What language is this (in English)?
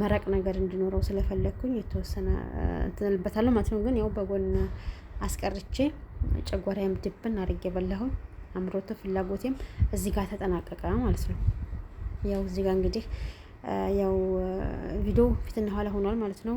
Amharic